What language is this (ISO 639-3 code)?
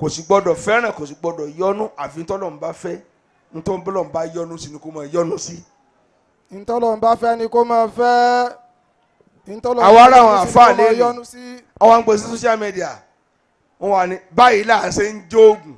yor